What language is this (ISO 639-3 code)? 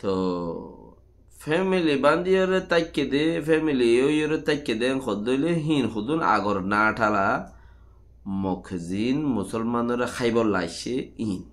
rhg